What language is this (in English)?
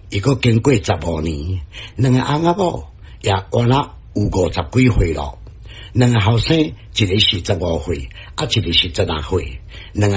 Min Nan Chinese